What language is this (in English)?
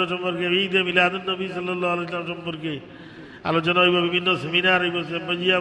Sylheti